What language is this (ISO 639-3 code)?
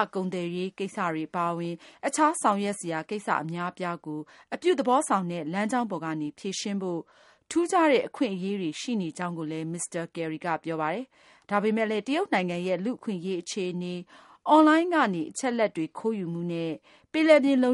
mya